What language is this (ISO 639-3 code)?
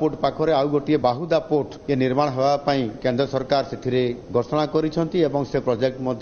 ori